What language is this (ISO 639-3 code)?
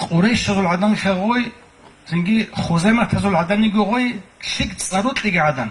ava